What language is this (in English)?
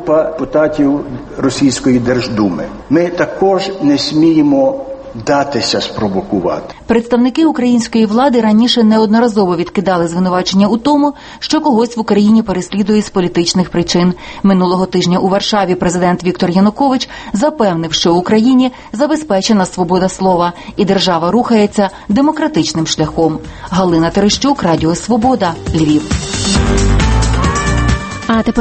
Ukrainian